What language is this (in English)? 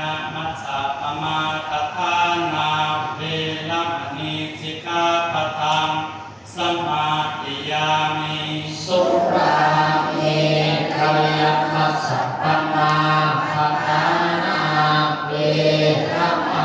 Pali